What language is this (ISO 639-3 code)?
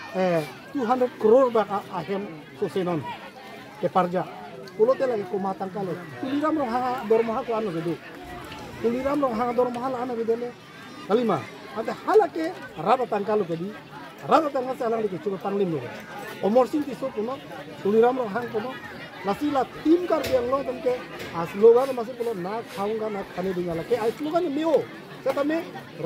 mjw